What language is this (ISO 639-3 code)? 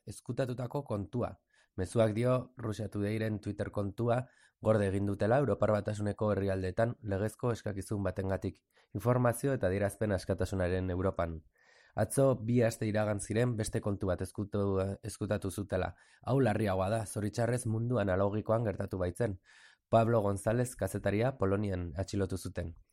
eus